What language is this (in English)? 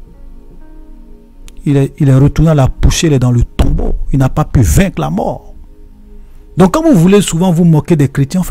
French